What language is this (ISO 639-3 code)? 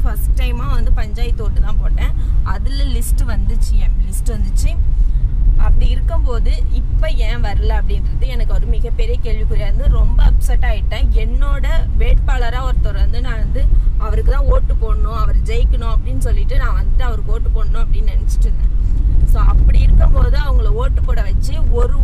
tam